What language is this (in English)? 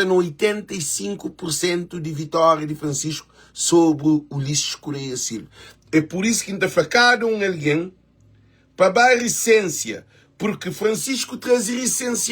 Kabuverdianu